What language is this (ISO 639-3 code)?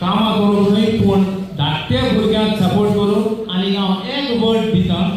kok